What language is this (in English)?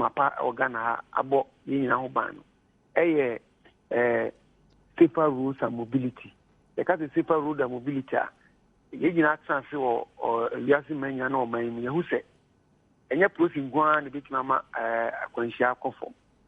Akan